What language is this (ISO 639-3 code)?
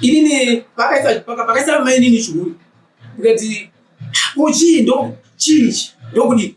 sna